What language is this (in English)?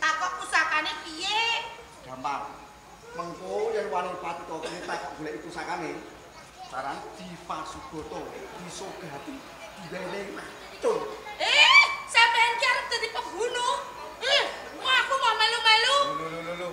Javanese